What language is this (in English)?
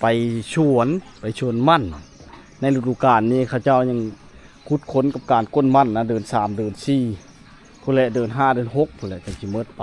Lao